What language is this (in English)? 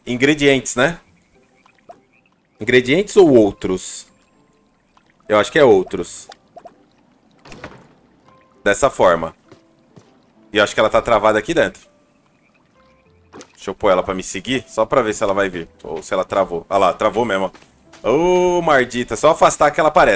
Portuguese